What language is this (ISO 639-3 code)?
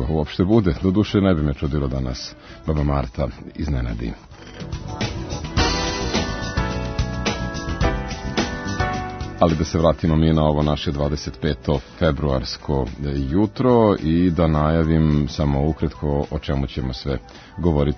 srp